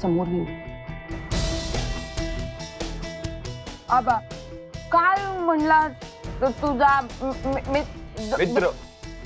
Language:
Marathi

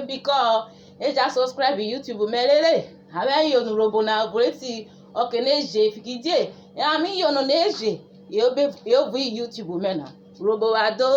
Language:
Urhobo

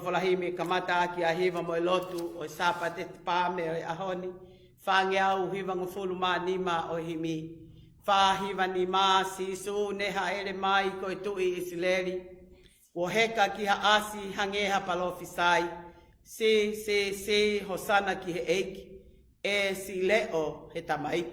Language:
Tongan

